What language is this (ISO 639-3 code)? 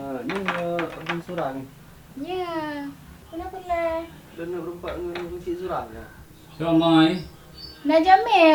ace